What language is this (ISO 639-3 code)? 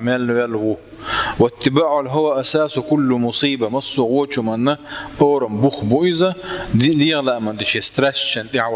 che